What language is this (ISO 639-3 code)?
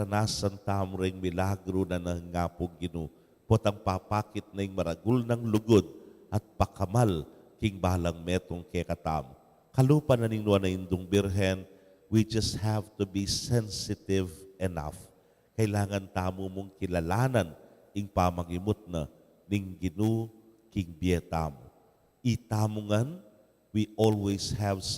pam